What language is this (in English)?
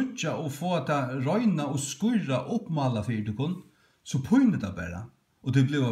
Faroese